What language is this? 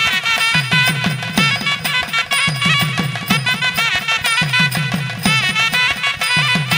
Tamil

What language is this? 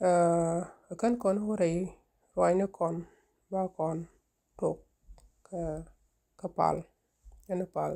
Nuer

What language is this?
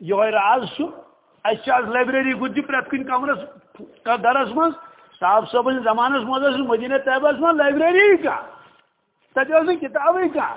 Kashmiri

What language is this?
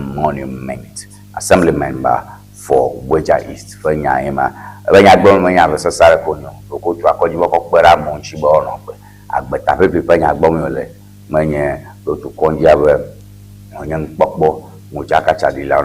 Ewe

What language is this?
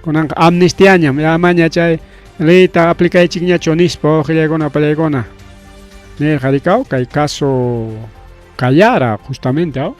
Ayacucho Quechua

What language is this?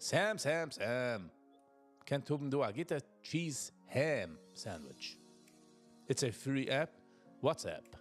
Yiddish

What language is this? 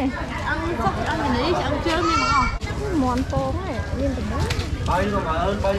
Khmer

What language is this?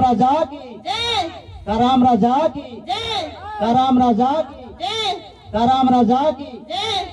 Sadri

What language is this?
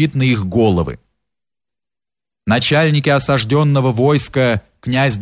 Russian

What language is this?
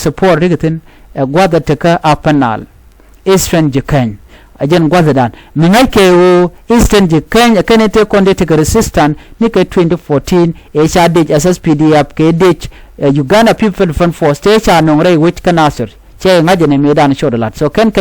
Nuer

